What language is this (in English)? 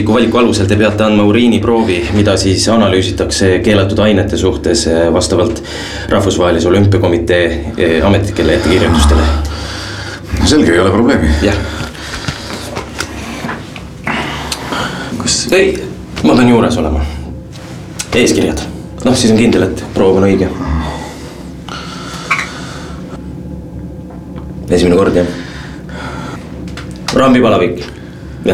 Estonian